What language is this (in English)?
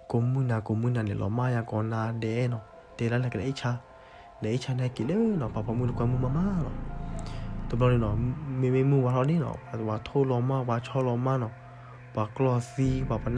S'gaw Karen